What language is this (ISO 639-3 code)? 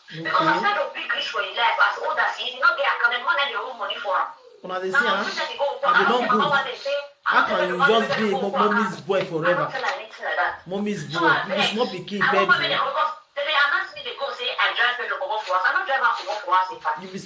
pcm